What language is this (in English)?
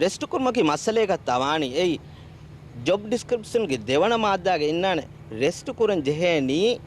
Divehi